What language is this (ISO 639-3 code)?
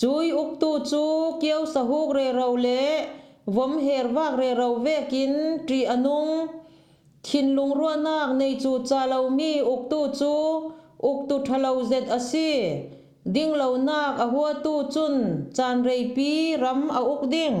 cfm